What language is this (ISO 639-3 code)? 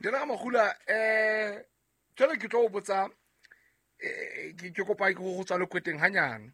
sot